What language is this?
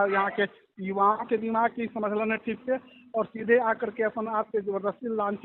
Magahi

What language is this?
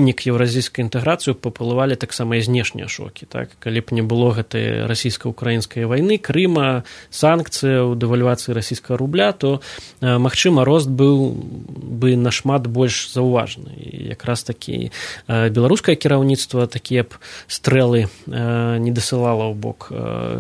Belarusian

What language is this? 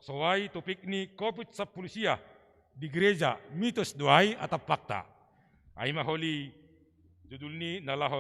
Batak Simalungun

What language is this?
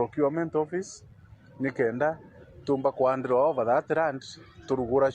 Meru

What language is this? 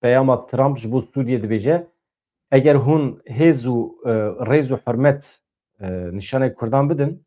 Kurdish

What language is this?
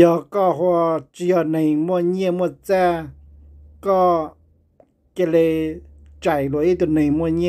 Hmong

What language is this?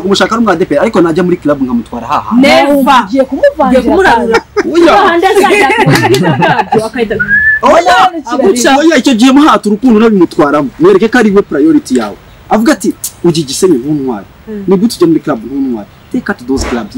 Kinyarwanda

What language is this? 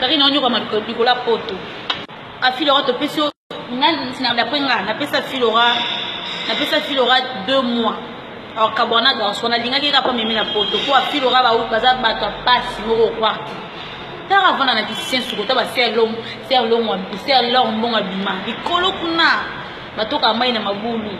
Lingala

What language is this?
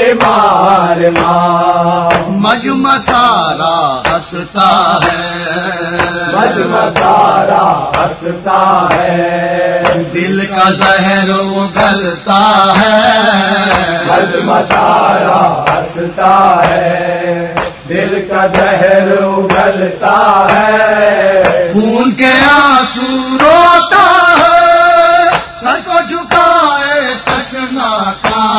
Urdu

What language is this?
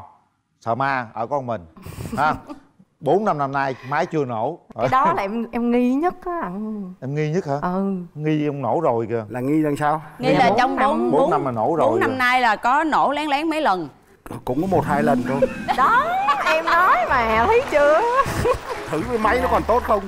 Vietnamese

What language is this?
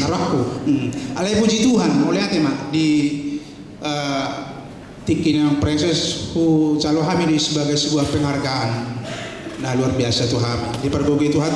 Batak Toba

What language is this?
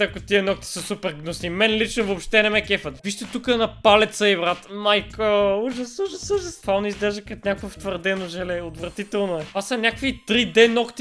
Bulgarian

